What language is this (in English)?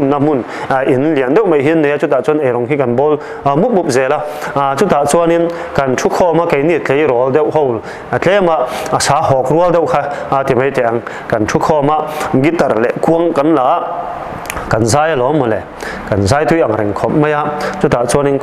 Mizo